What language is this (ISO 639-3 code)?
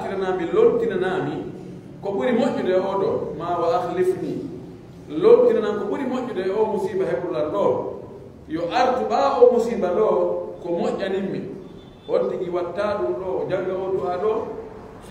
fuf